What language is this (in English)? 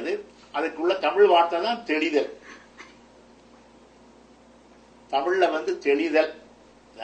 Tamil